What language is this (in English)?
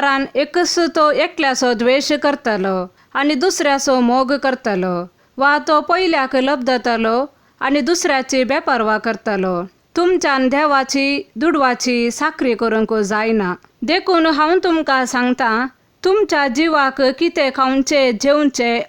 Konkani